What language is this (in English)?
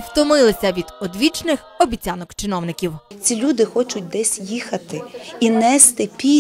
Ukrainian